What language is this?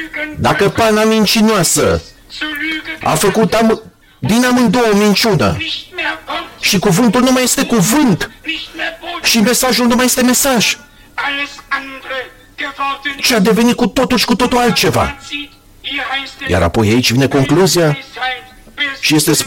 Romanian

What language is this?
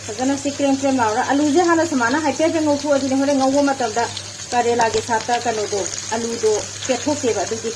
Manipuri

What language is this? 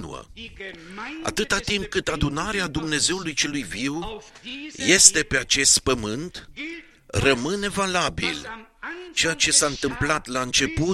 Romanian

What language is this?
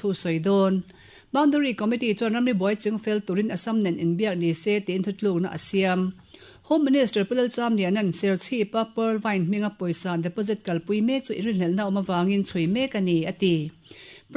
Mizo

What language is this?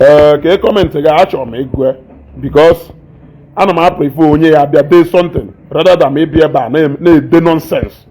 Igbo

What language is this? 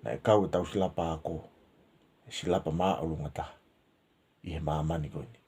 Tongan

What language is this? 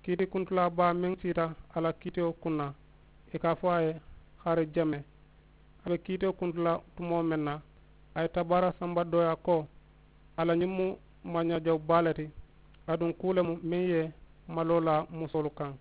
Mandingo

